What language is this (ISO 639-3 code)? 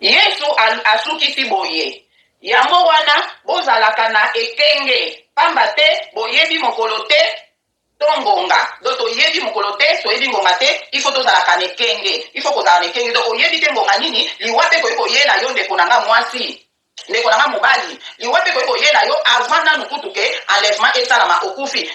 lin